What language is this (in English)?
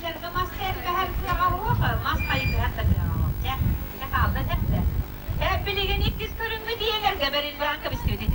Yakut